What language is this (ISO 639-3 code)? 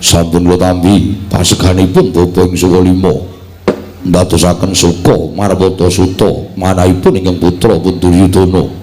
jav